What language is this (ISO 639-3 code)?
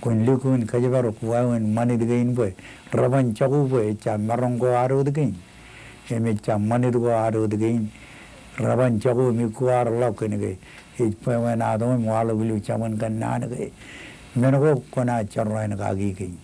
mah